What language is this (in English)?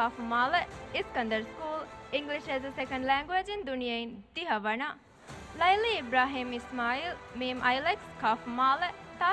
Divehi